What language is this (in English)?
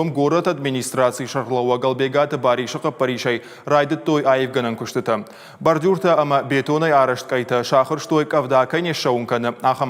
Ossetic